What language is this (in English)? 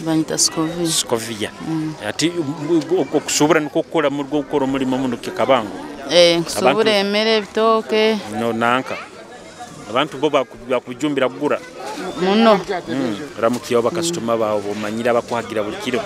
Nyoro